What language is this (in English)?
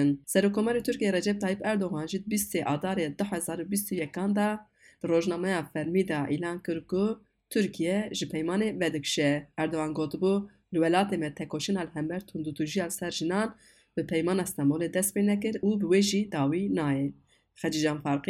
Kurdish